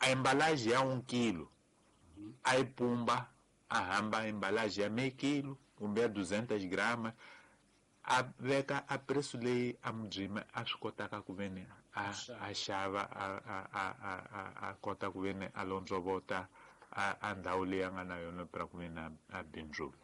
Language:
Tsonga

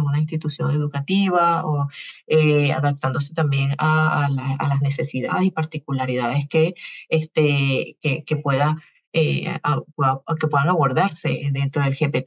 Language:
Spanish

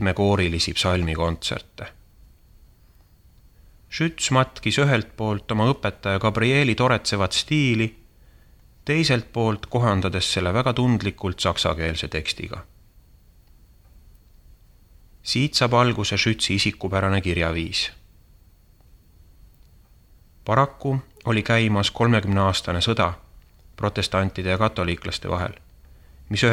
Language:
Estonian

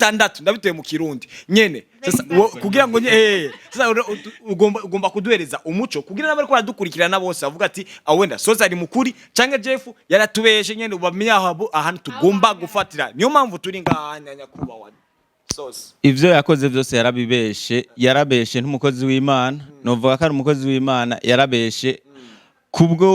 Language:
Rundi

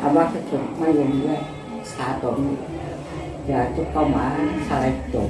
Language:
Riang (India)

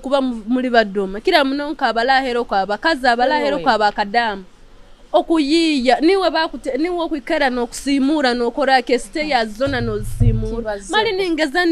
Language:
Nyoro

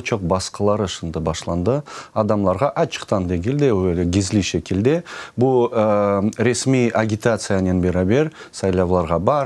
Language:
Crimean Tatar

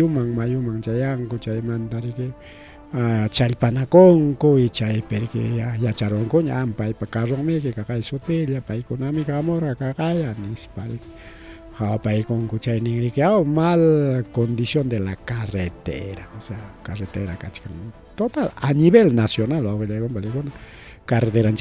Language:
Ayacucho Quechua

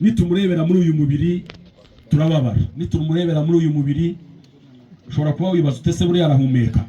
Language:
Kinyarwanda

